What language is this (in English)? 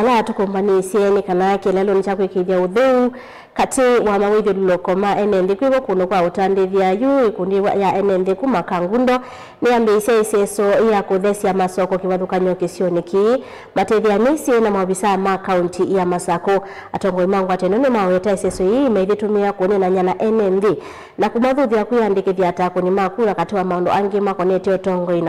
Kamba